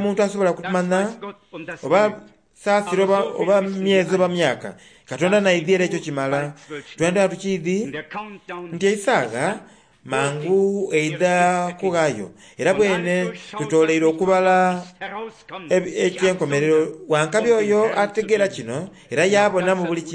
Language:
Soga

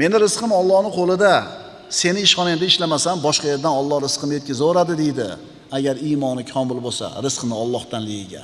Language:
Uzbek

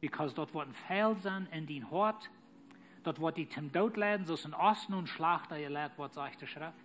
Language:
Plautdietsch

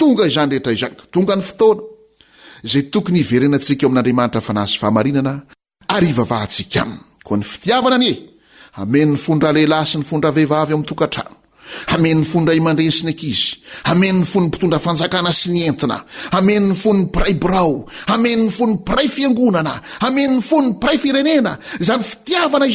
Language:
Malagasy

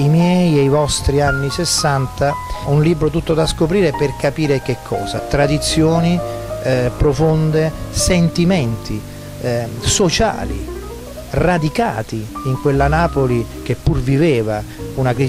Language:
Italian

